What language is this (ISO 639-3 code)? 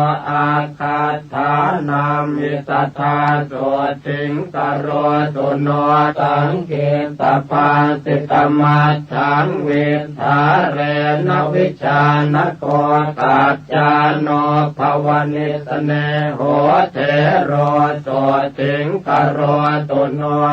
pli